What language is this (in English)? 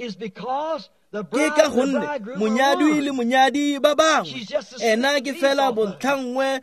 Tswana